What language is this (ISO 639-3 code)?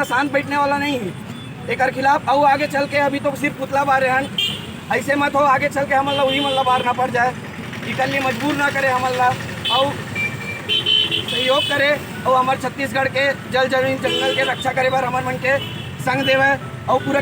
hne